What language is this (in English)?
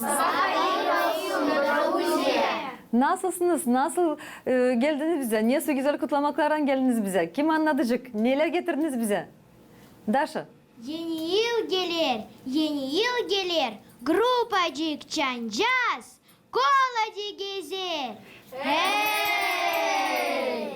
Gagauz